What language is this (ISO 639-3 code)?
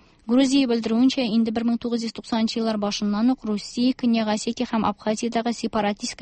tat